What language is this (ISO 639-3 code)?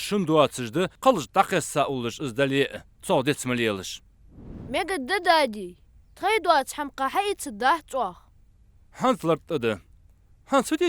inh